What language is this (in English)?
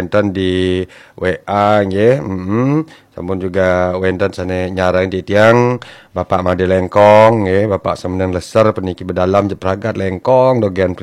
Balinese